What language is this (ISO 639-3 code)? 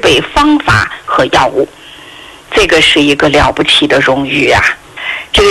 zho